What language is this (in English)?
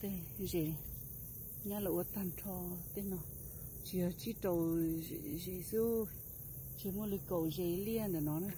Hmong